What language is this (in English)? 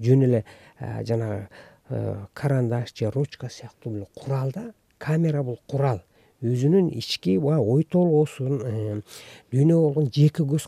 Kyrgyz